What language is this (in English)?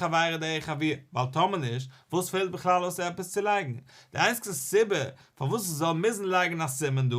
Yiddish